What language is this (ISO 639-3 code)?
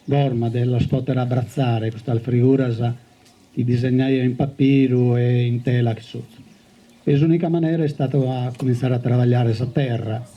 srd